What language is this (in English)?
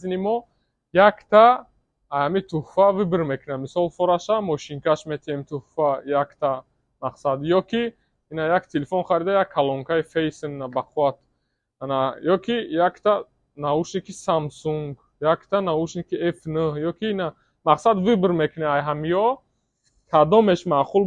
Tajik